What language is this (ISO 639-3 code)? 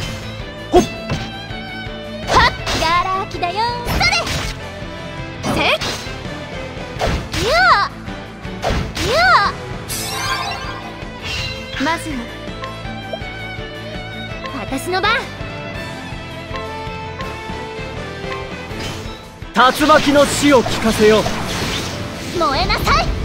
jpn